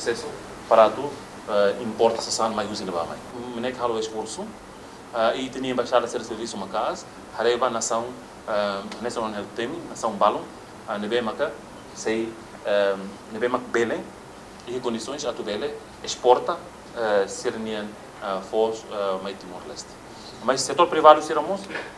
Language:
Tetum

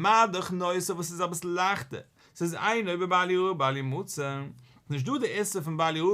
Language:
Yiddish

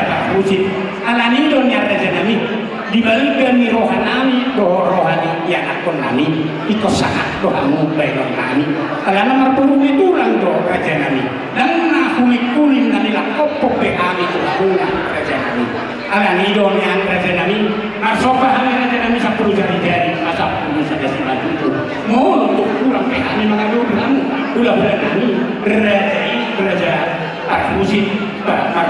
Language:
Batak Toba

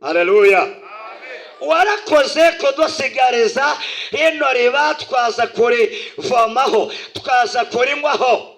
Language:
Kinyarwanda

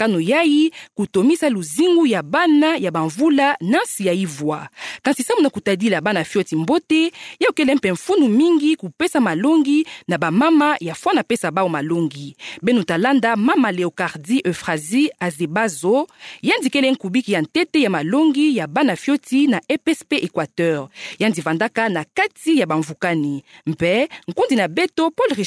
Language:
Kituba (Democratic Republic of Congo)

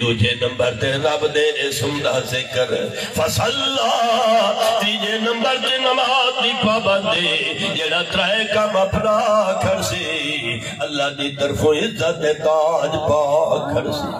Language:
Saraiki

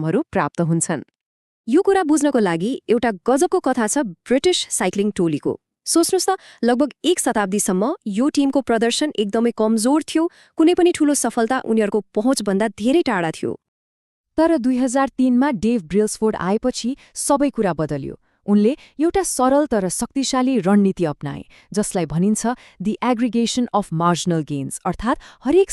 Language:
Nepali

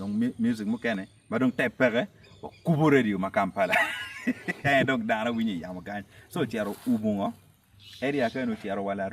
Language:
Acoli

